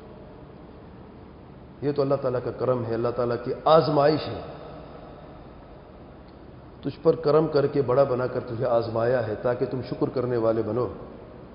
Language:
Urdu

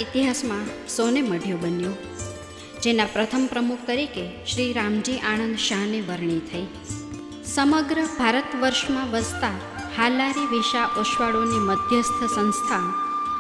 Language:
Gujarati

